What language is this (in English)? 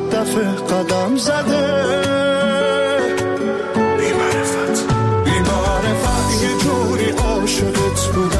Persian